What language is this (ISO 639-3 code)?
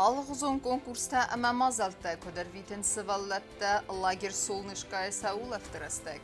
oss